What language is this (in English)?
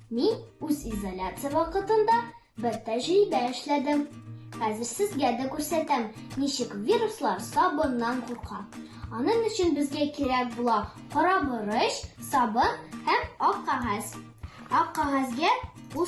Tatar